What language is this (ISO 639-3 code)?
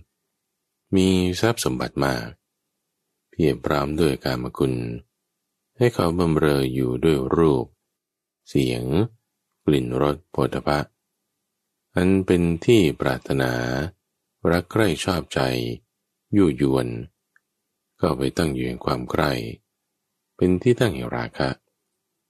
tha